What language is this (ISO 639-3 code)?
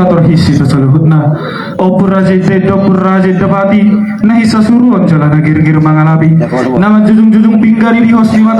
bbc